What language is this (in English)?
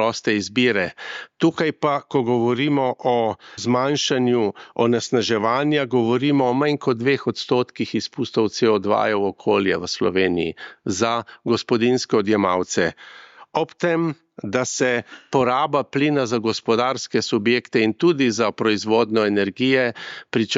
Slovenian